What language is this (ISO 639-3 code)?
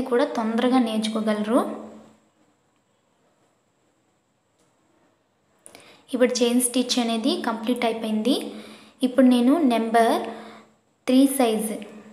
tel